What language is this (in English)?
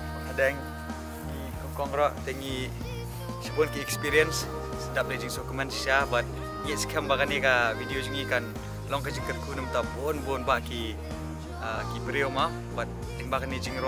Khasi